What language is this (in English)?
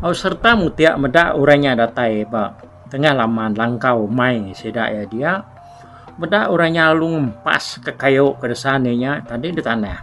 Iban